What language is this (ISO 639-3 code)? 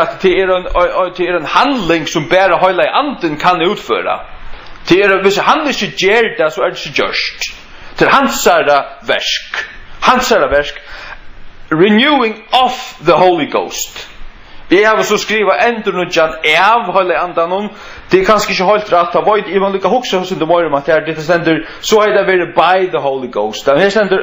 fao